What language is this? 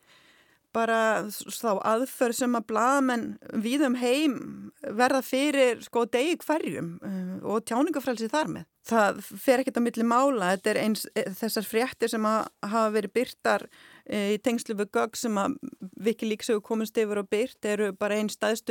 Icelandic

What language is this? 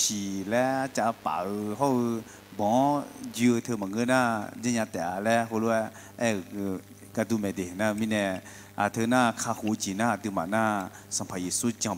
Akha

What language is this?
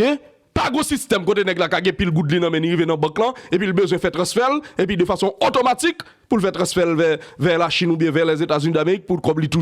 Haitian Creole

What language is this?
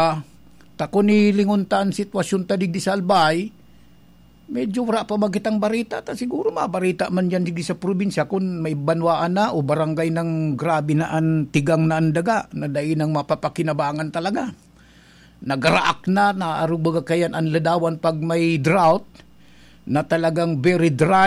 Bikol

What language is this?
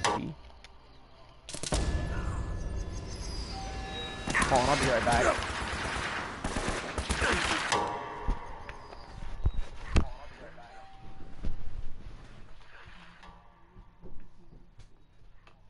English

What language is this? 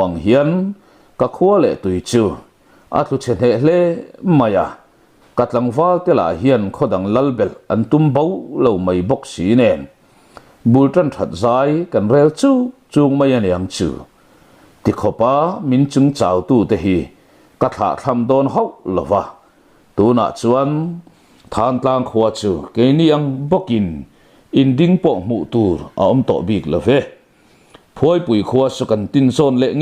Mizo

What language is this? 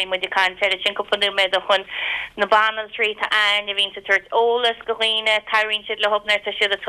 Irish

